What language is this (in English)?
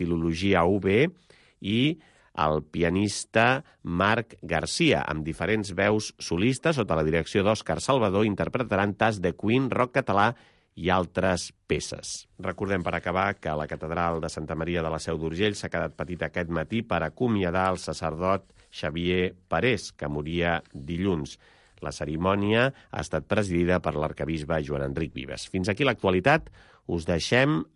Catalan